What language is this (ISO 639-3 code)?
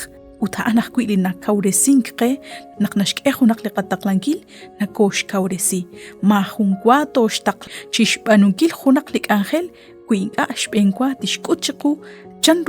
kek